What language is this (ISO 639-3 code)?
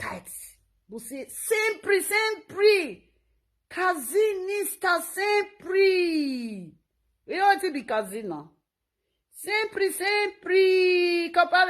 pcm